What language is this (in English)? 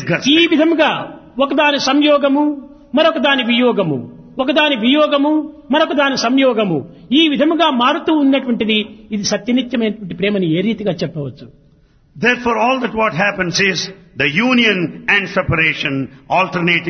Telugu